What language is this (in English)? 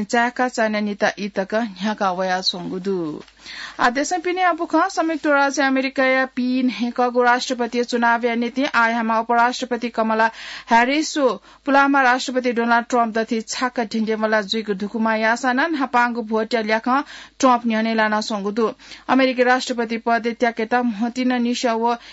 Newari